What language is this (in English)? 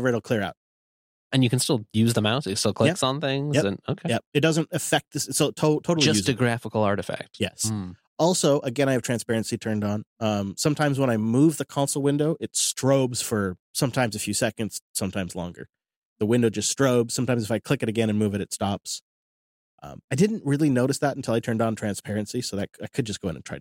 English